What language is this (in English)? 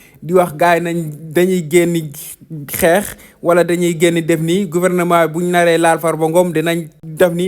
Wolof